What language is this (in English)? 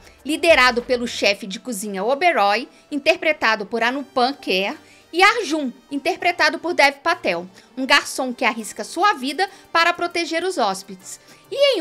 Portuguese